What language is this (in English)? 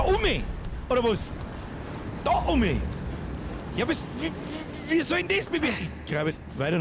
Bavarian